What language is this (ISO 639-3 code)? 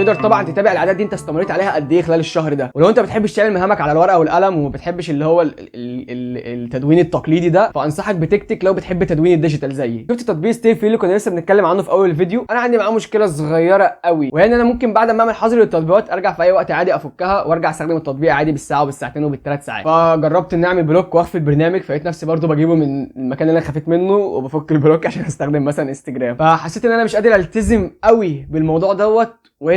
arz